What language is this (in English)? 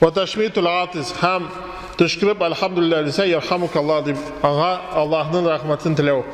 Tatar